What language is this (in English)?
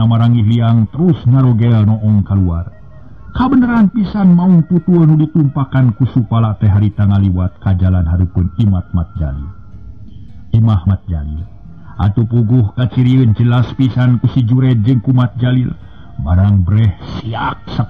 Sundanese